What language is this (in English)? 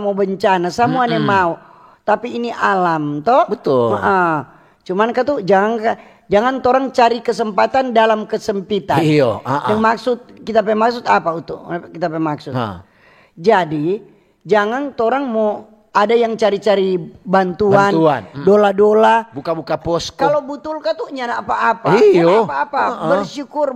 Manado Malay